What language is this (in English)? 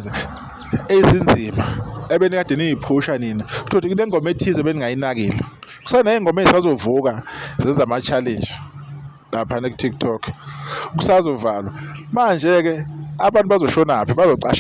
Zulu